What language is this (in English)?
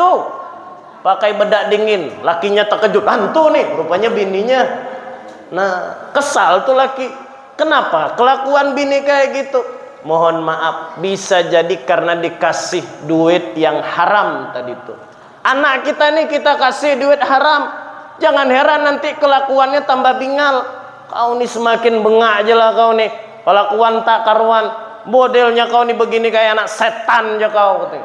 Banjar